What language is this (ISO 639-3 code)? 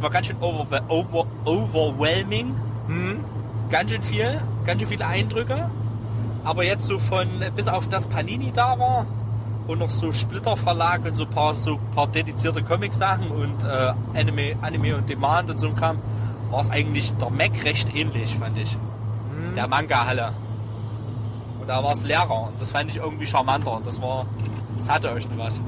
deu